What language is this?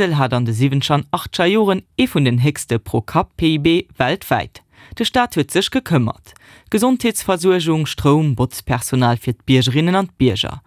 Luxembourgish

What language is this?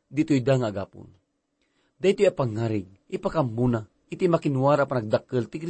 Iloko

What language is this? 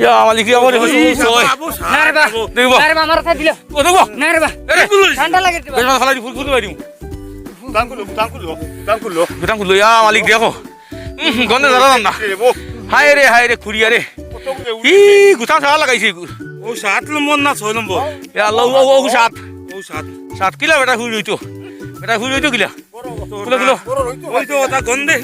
Sylheti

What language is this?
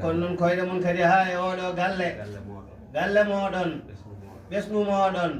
Fula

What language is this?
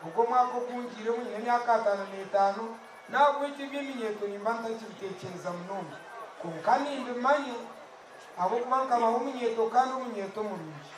Nyankole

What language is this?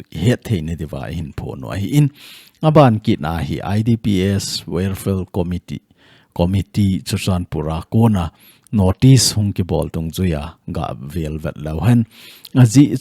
Thado Chin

